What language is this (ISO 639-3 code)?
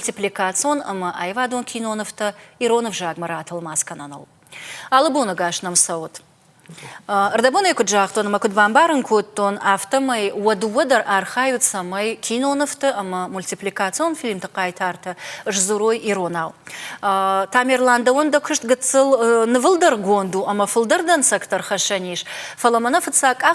oss